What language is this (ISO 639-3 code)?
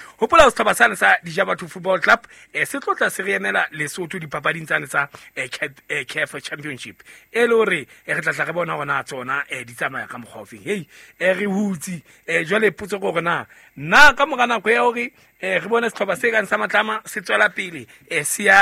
sot